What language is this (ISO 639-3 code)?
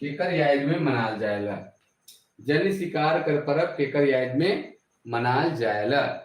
sck